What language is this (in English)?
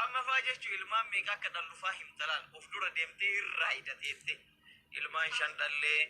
Oromo